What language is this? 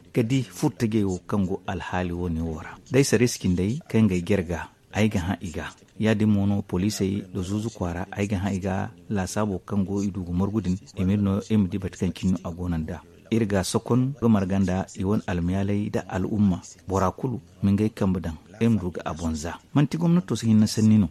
Zarma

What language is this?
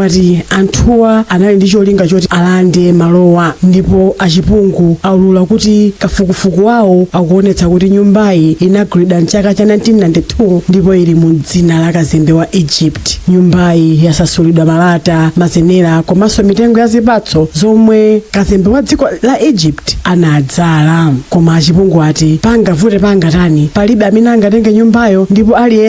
Nyanja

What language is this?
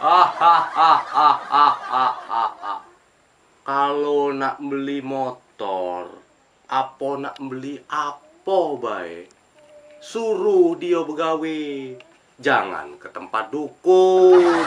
Musi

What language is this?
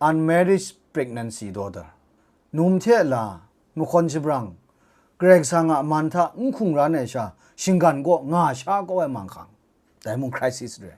Kachin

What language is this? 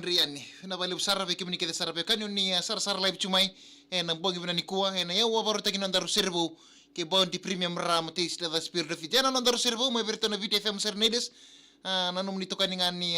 Fijian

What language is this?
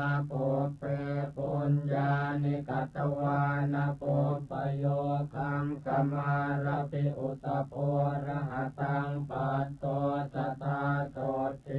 Pali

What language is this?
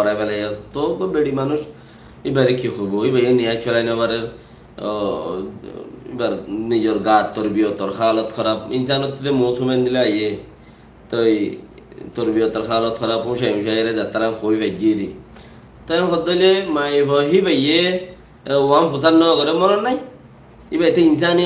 Rohingya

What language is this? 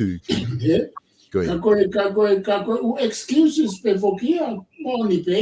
Tongan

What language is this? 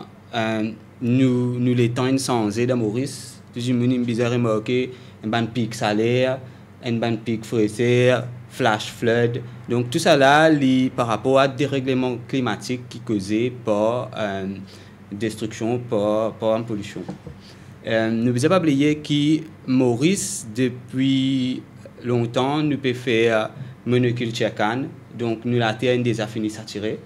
Morisyen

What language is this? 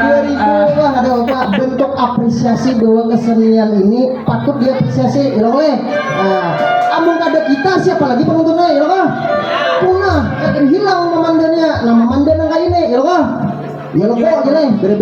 Banjar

